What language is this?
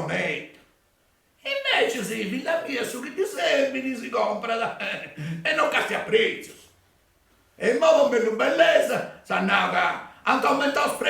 Sardinian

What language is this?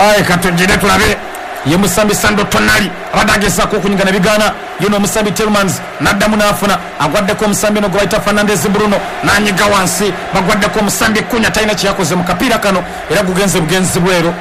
Ganda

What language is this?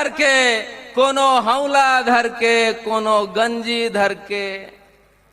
Chhattisgarhi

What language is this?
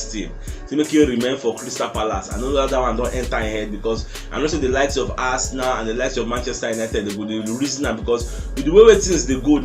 Nigerian Pidgin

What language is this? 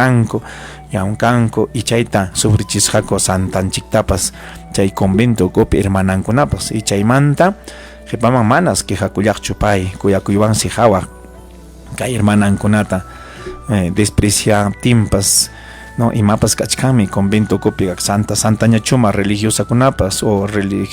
Ayacucho Quechua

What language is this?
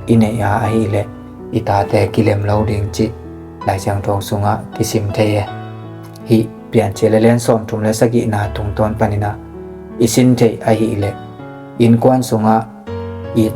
Tedim Chin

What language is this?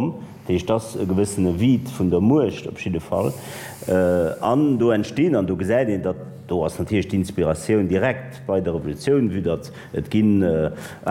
Luxembourgish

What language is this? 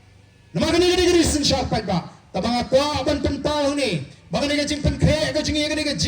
Khasi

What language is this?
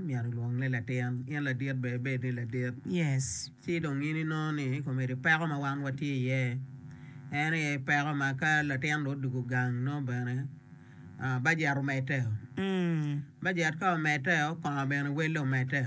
Acoli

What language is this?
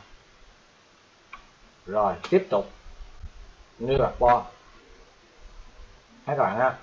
Vietnamese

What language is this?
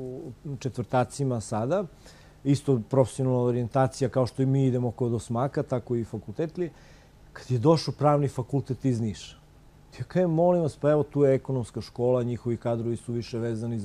Serbian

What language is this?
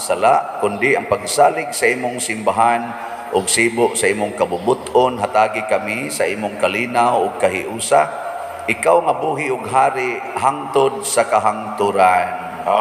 Cebuano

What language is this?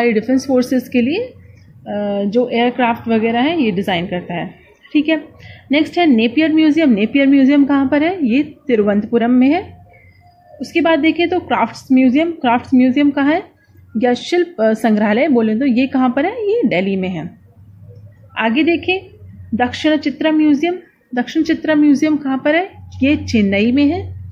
Hindi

